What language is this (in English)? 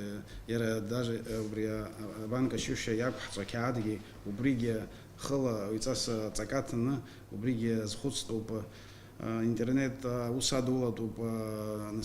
Abkhazian